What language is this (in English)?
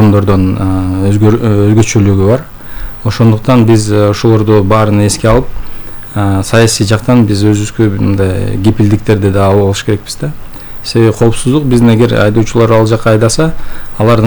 Kyrgyz